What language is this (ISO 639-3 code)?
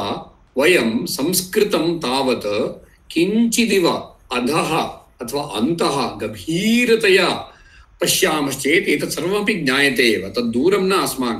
san